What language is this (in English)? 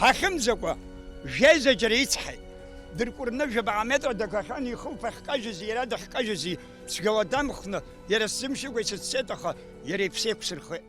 Abkhazian